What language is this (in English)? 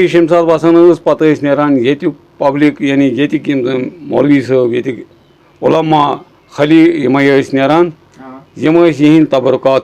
Kashmiri